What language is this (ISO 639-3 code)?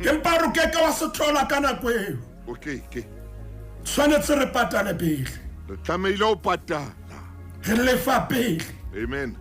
sot